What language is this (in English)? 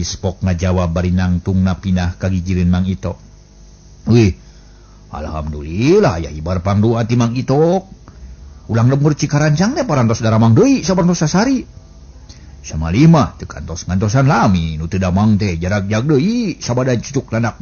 Sundanese